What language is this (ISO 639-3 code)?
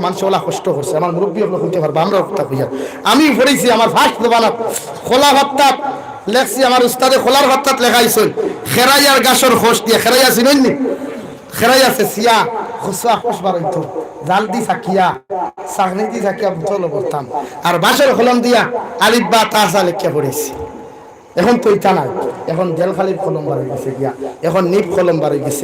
syl